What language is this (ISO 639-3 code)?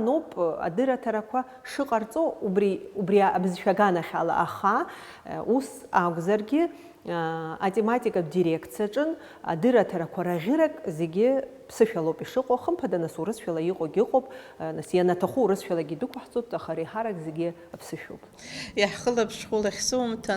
abk